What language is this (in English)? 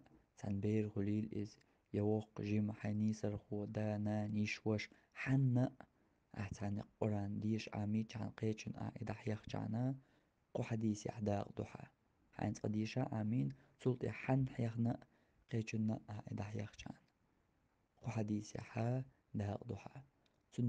Chechen